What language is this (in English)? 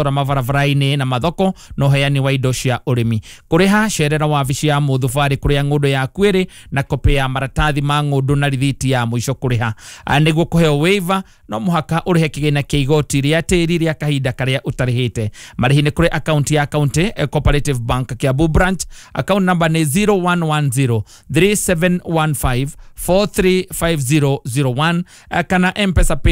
Kikuyu